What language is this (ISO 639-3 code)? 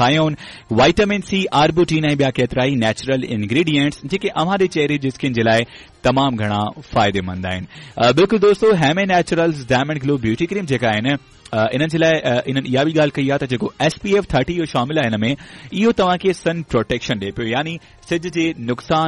snd